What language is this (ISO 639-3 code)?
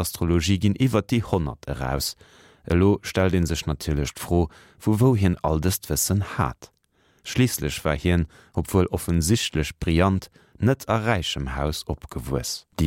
ltz